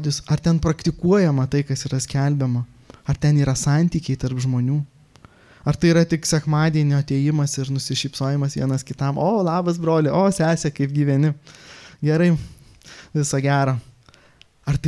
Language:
Lithuanian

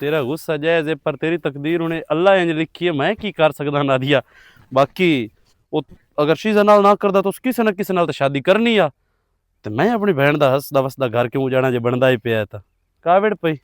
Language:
Western Panjabi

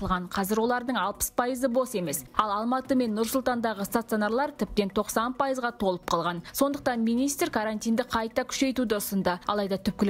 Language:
Kazakh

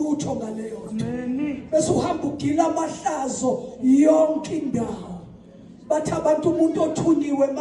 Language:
Zulu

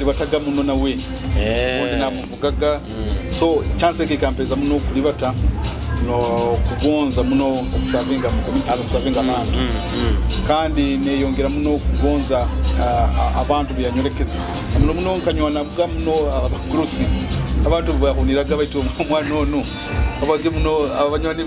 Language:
Nyoro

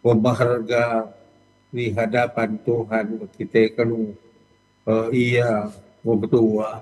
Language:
Batak Karo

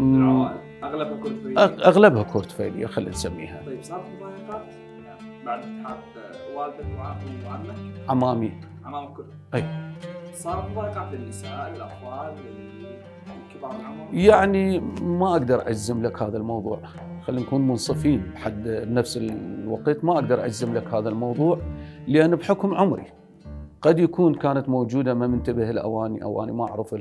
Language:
Mesopotamian Arabic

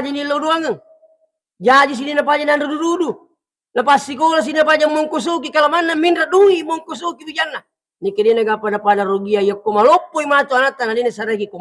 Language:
Buginese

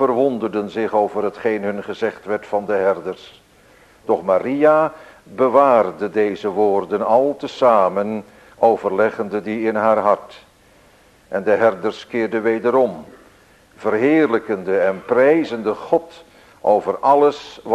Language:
Dutch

